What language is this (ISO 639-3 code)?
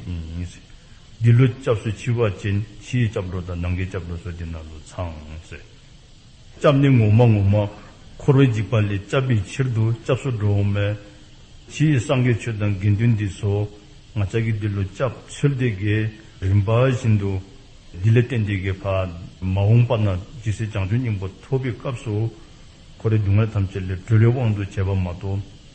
dzo